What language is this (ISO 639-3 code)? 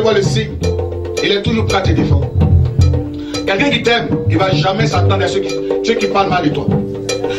fra